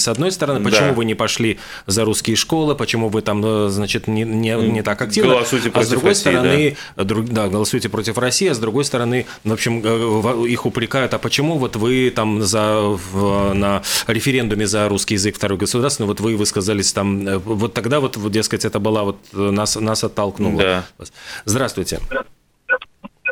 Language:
Russian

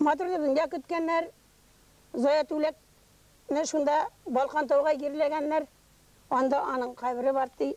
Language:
Bashkir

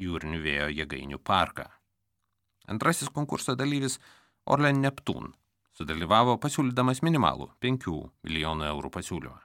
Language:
Lithuanian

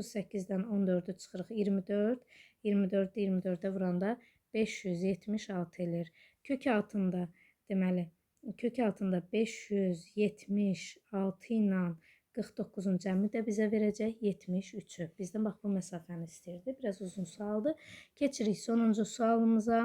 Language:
Azerbaijani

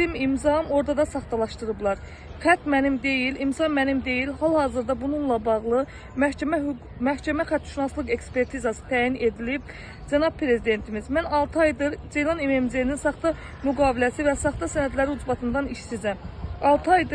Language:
Azerbaijani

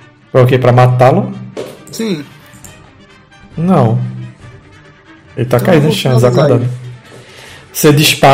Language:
Portuguese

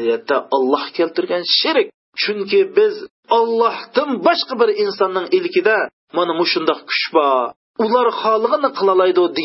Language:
Uyghur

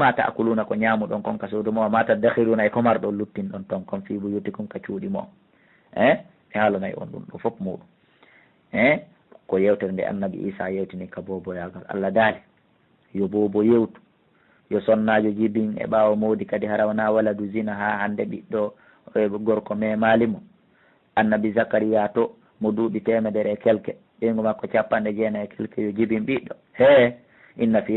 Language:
Fula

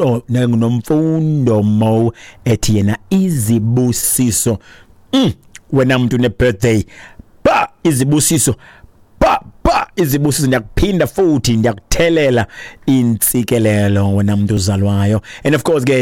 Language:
Xhosa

